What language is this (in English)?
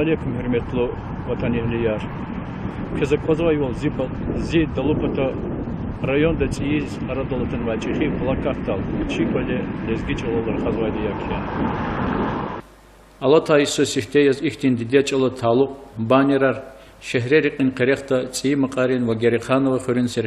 Lezghian